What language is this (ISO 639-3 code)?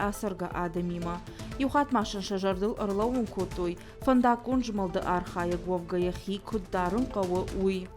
oss